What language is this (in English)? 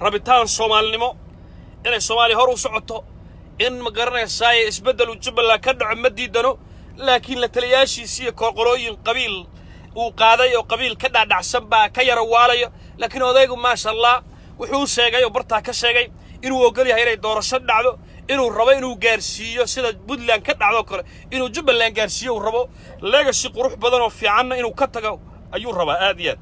Somali